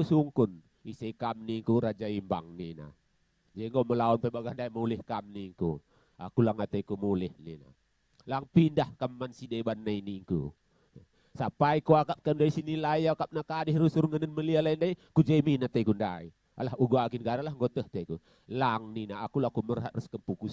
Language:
Batak Karo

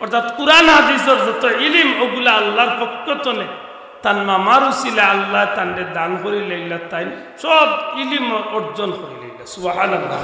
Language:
Sylheti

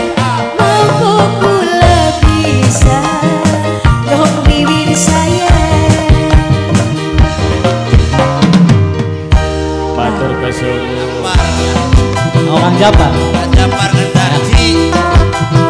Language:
Javanese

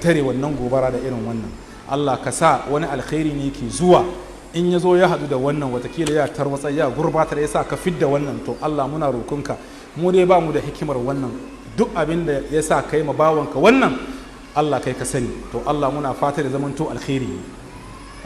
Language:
Hausa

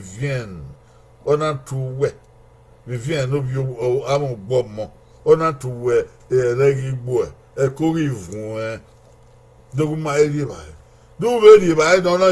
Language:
Bini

